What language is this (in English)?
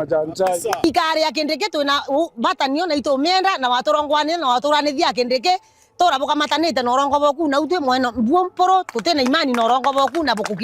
Meru